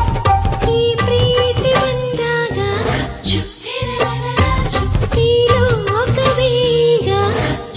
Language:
Kannada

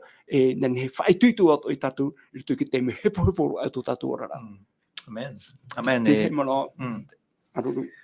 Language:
Tahitian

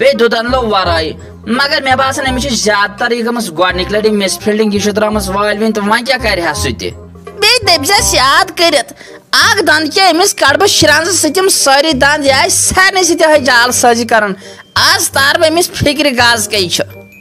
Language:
Kashmiri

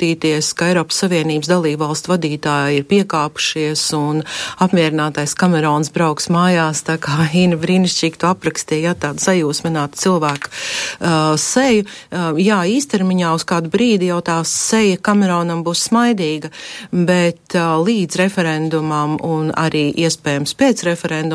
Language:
Latvian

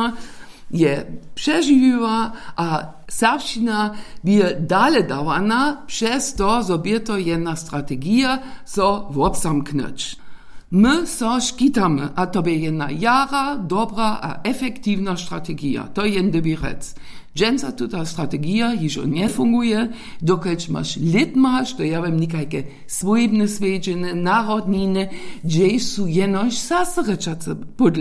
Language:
Upper Sorbian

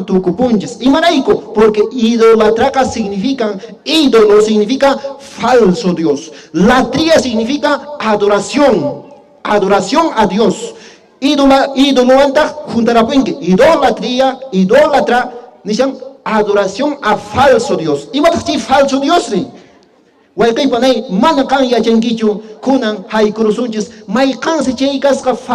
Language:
Quechua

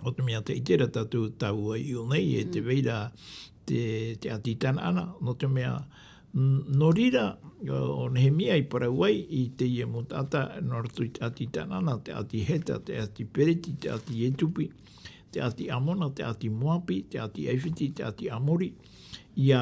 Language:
Tahitian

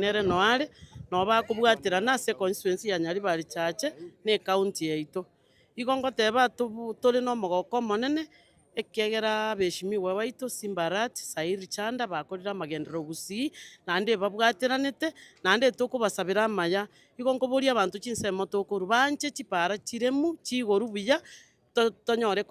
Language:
Gusii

